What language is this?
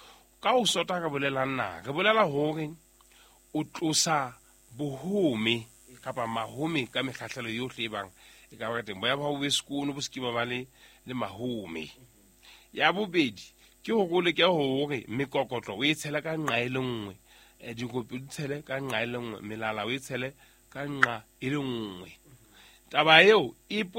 Southern Sotho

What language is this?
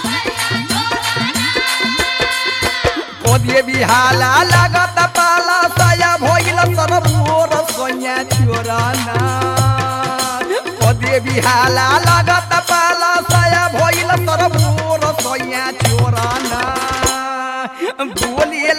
Bhojpuri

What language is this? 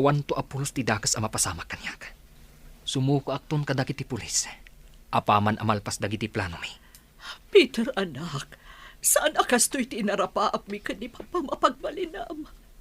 Iloko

